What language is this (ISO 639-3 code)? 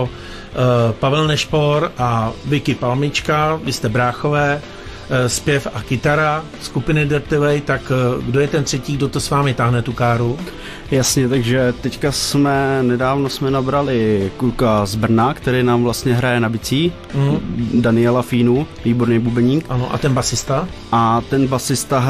ces